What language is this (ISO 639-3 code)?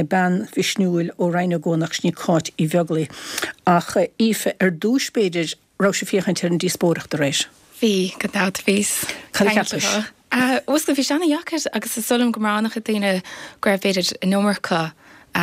gle